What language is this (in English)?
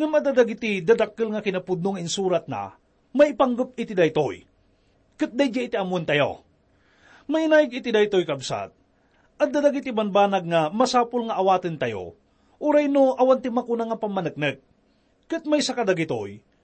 Iloko